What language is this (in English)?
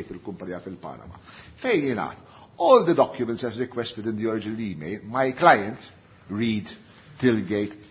Maltese